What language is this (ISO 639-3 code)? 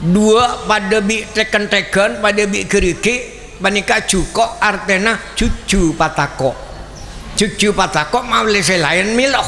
mad